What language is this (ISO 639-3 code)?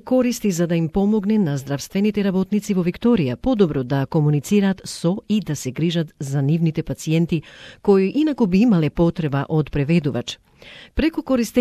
mkd